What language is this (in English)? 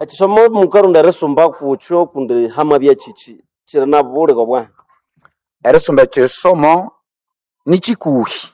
Nande